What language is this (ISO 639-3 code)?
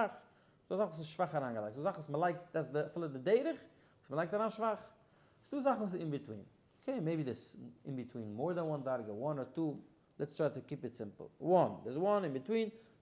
yid